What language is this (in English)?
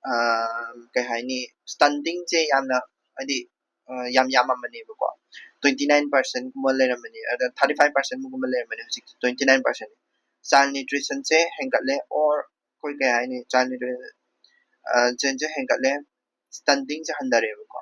Manipuri